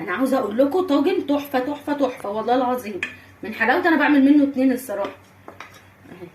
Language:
Egyptian Arabic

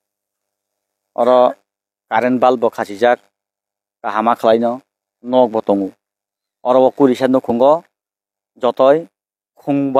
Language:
Kok Borok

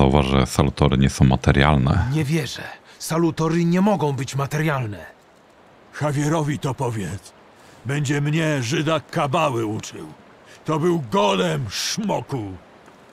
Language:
Polish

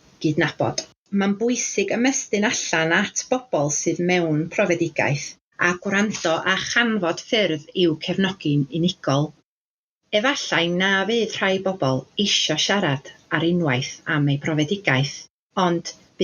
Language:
Welsh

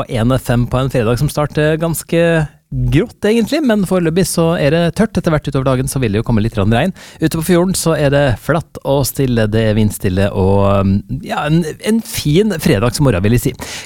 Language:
Norwegian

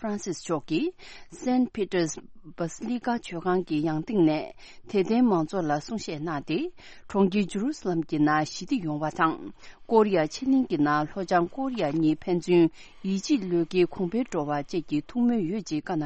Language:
Tibetan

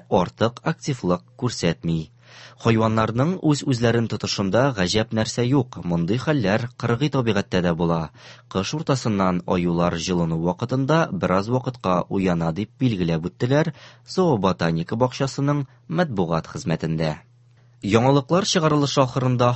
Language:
Tatar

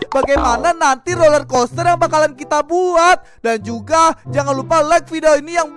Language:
Indonesian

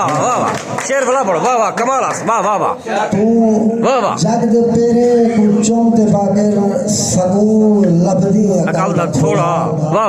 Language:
Saraiki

